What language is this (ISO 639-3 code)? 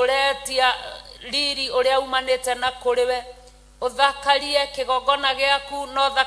kik